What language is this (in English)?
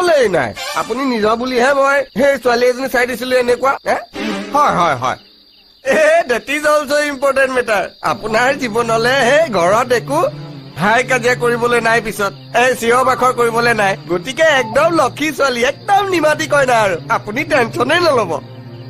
Assamese